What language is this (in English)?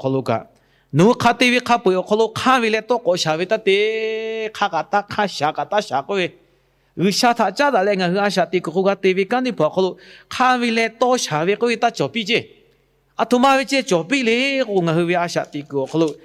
Lahu